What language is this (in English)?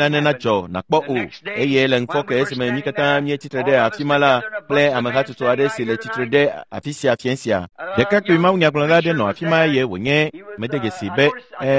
Ewe